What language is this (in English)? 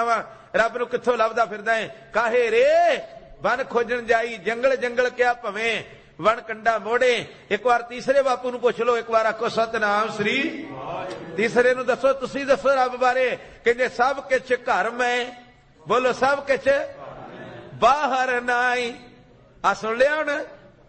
Punjabi